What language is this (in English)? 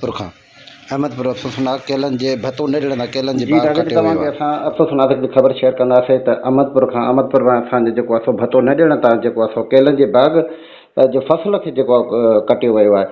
Sindhi